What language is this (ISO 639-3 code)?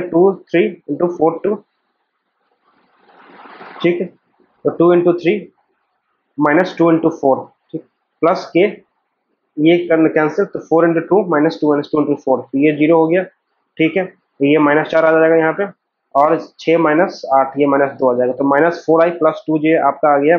hin